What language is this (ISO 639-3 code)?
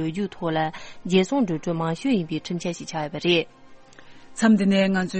bod